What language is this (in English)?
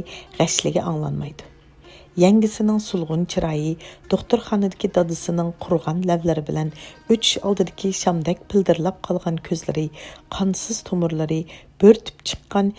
Uyghur